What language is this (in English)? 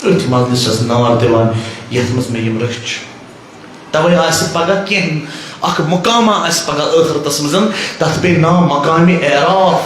Kashmiri